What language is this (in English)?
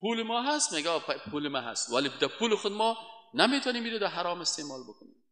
Persian